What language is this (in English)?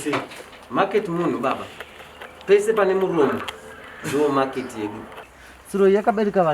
Shona